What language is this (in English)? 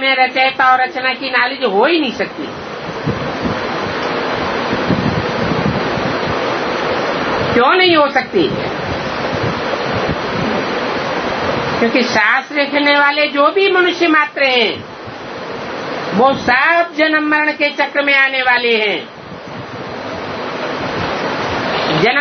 Hindi